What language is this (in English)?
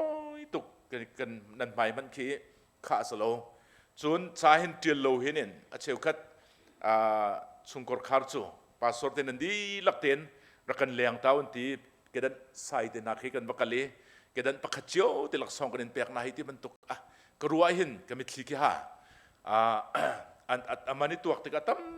Hakha Chin